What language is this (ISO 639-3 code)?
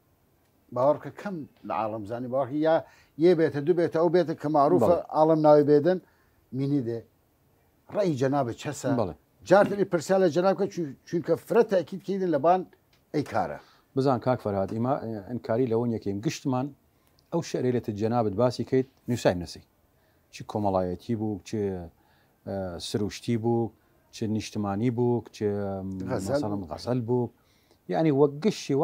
sdh